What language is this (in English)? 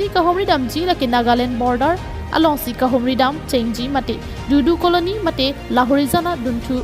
Karbi